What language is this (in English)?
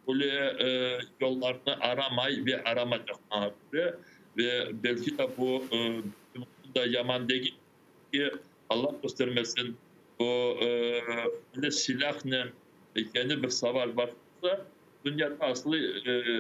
Crimean Tatar